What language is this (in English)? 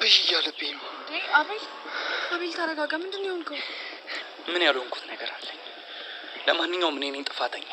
Amharic